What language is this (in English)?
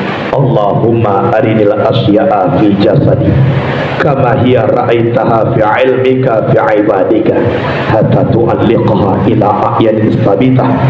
Minangkabau